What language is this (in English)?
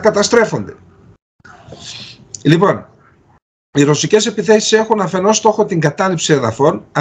Greek